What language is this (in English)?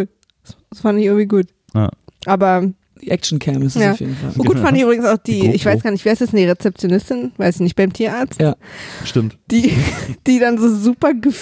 German